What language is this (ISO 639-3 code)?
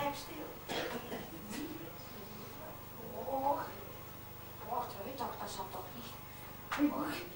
nld